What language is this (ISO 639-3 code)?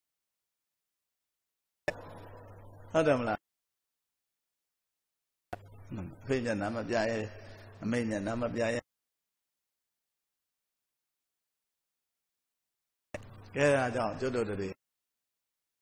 mya